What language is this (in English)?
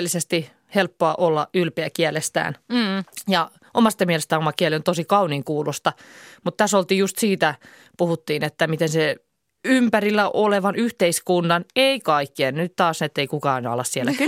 Finnish